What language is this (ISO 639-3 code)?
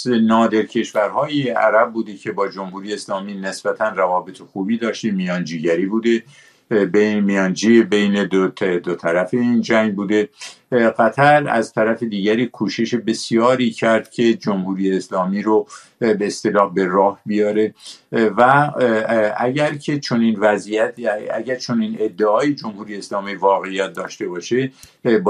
fas